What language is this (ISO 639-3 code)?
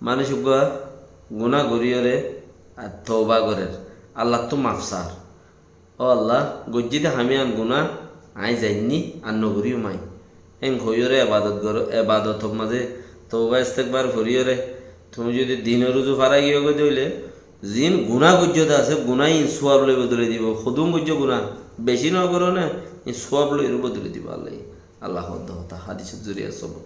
rhg